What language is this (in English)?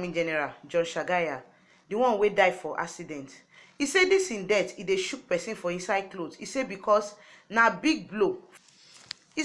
Nigerian Pidgin